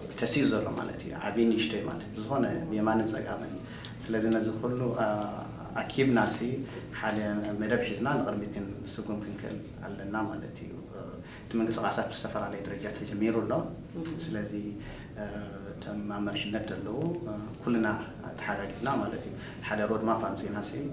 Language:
Tigrinya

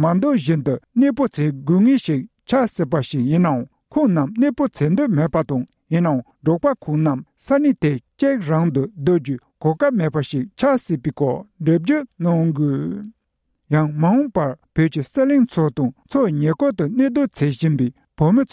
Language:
Tibetan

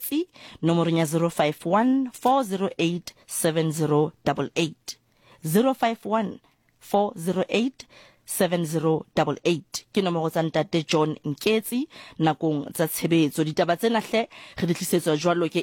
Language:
Southern Sotho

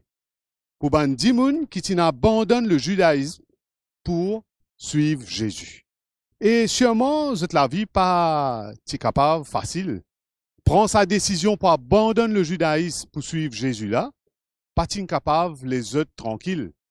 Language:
Morisyen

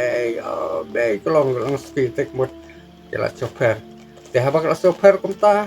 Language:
Khasi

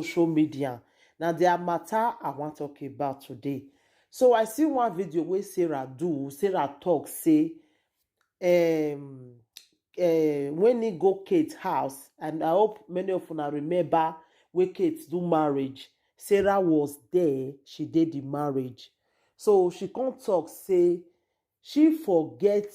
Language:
Nigerian Pidgin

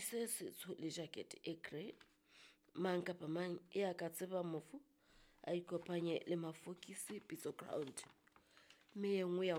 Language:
Southern Sotho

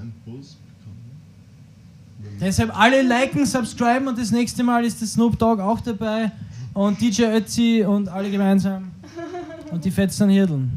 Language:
Bavarian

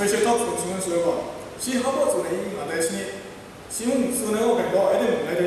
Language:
Kachin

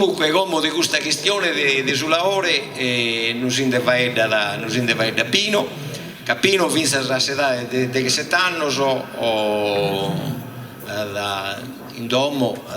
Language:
Sardinian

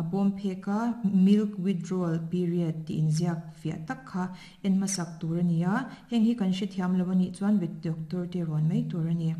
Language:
Mizo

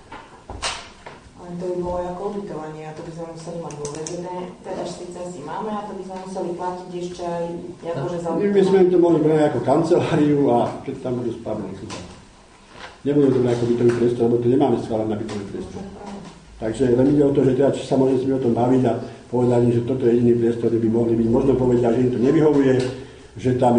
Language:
Slovak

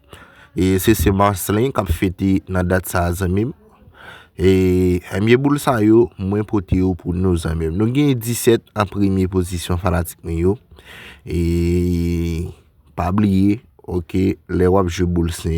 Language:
Haitian Creole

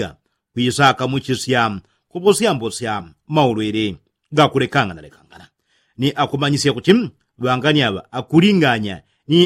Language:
Yao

